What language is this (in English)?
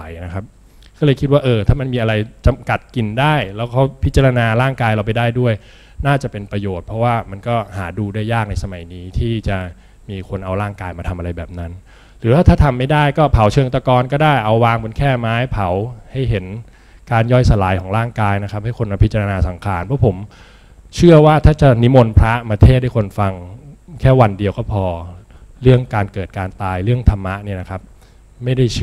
Thai